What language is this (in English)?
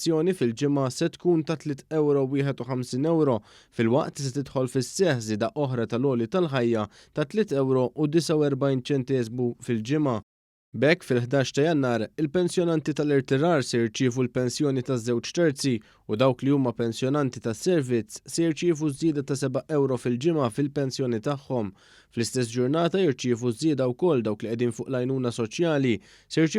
Maltese